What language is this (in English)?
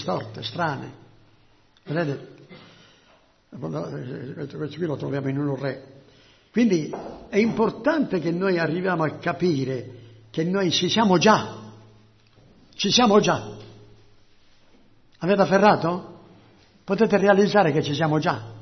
Italian